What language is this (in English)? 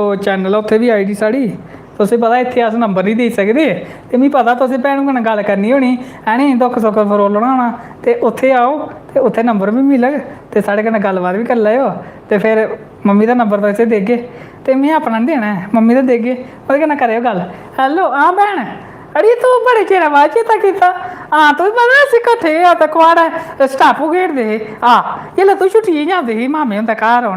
Dogri